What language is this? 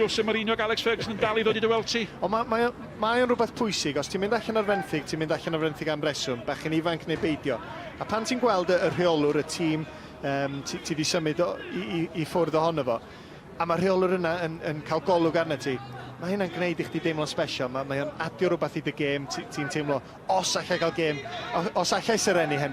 Welsh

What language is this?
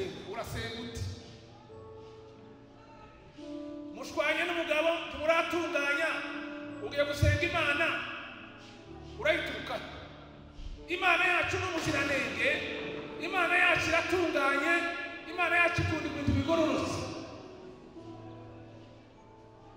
Rundi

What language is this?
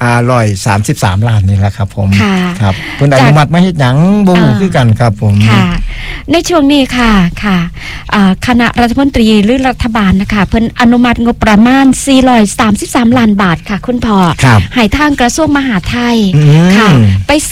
Thai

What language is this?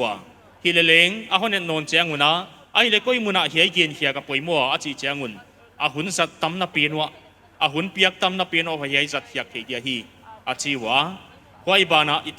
Paite Chin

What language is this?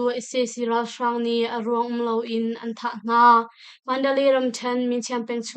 Hakha Chin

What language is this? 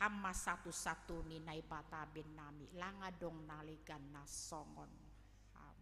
Batak Simalungun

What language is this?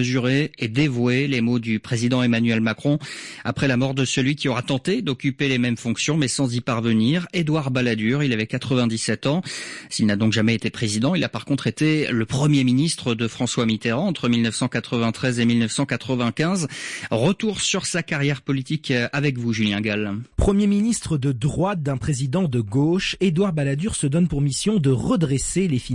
French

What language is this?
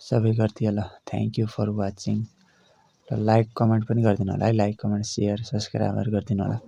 Nepali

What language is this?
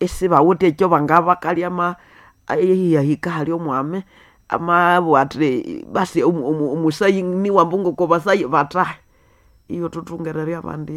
Nande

